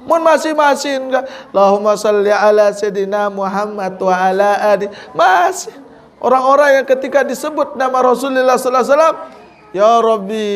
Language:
Sasak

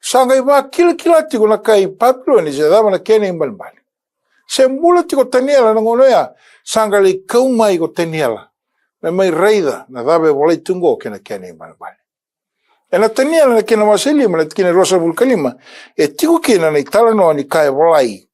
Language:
Fijian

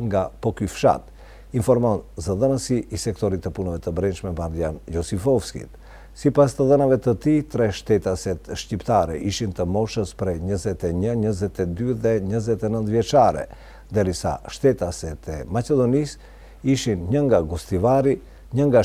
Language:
Albanian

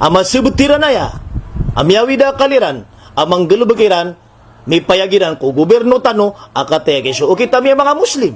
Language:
Maranao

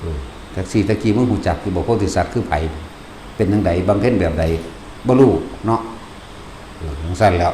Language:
Northeastern Thai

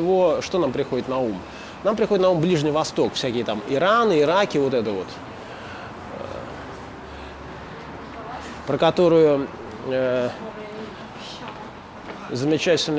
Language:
Russian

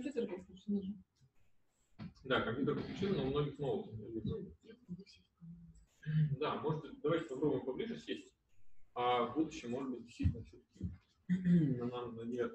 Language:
Russian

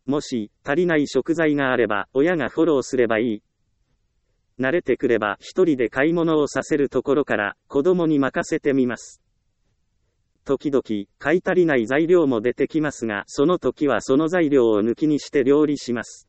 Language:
Japanese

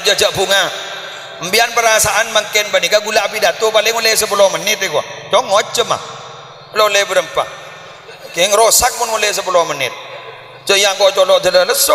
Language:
Madurese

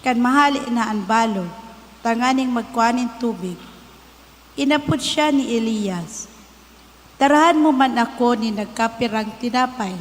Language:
Bikol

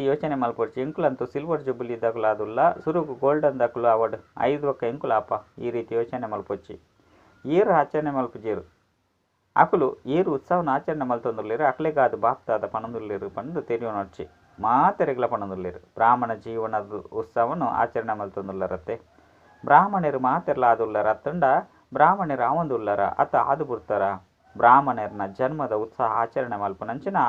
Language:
Tulu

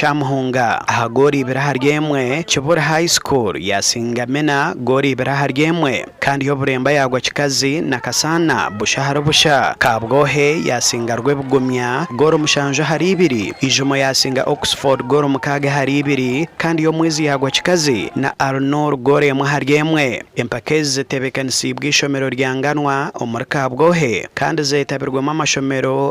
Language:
Nyankole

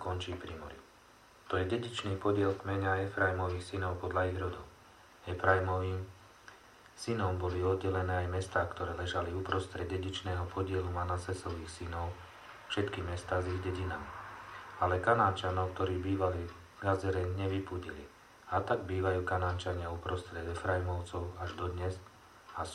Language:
Slovak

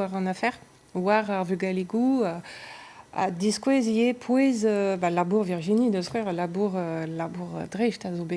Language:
Breton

